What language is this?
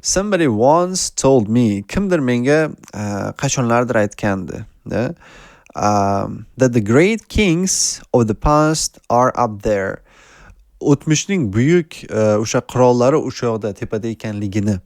Uzbek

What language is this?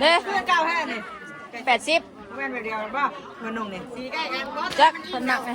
Northeastern Thai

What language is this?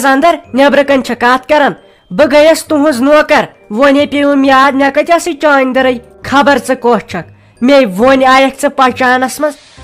Kashmiri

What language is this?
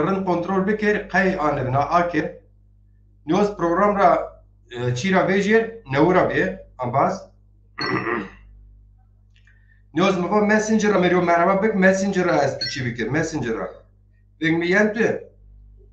Zaza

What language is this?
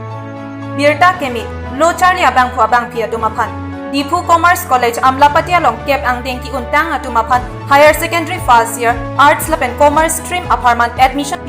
Karbi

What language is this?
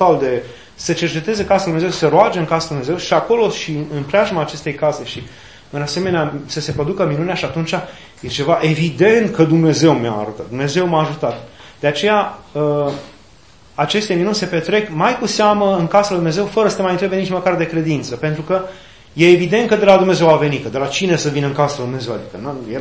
Romanian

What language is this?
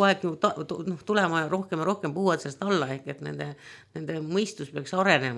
Estonian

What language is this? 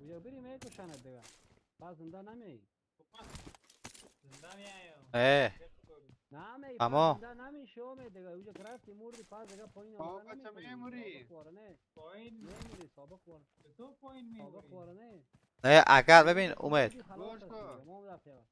Persian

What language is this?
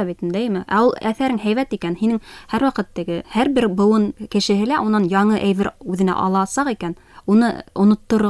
Bashkir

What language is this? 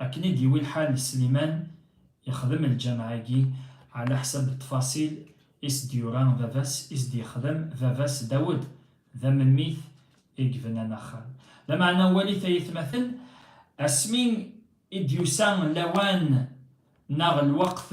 Kabyle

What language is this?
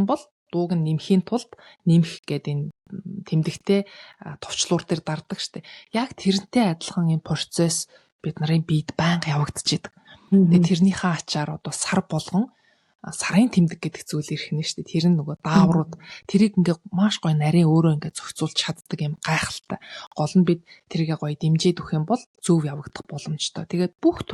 Mongolian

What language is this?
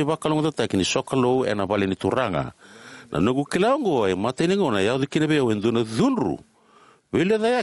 Fijian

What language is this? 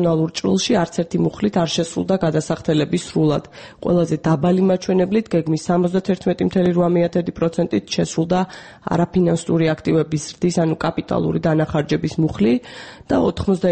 Georgian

